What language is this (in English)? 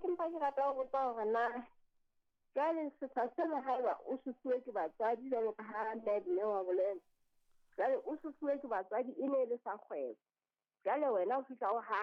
Southern Sotho